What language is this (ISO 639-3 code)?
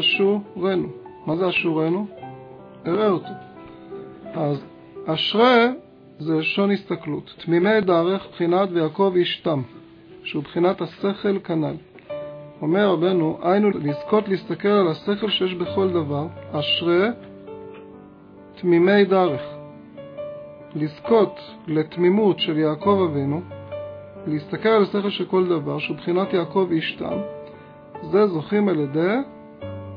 heb